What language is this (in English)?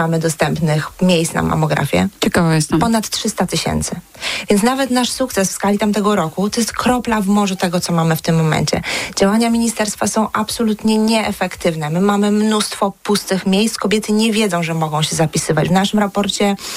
Polish